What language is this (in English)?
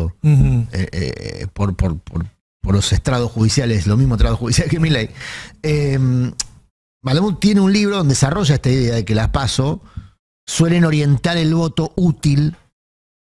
Spanish